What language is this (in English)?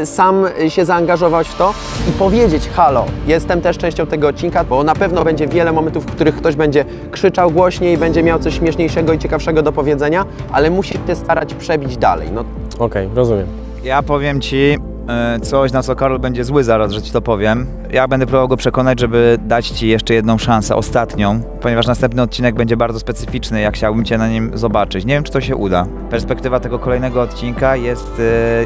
Polish